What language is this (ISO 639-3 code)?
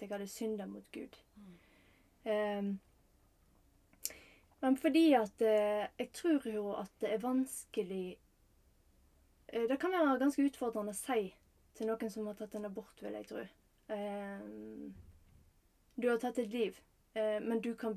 nor